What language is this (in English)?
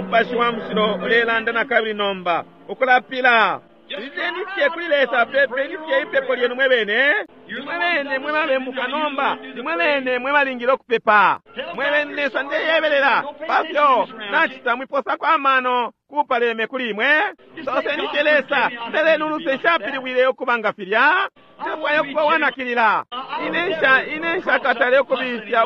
Bemba